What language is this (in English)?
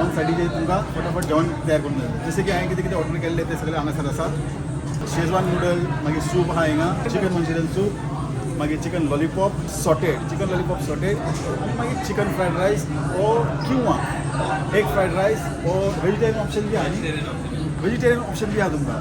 Konkani